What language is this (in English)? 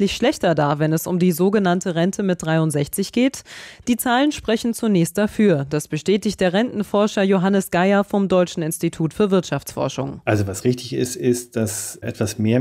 German